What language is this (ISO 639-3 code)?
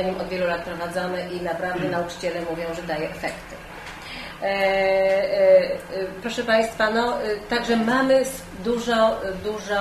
pol